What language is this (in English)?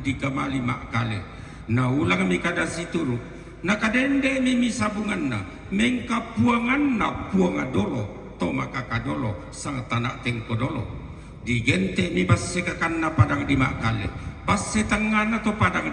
Toraja-Sa'dan